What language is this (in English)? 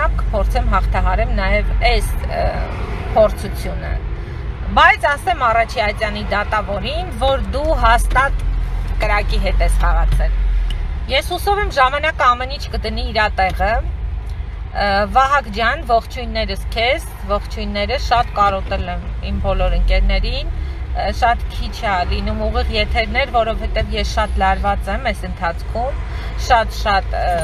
Armenian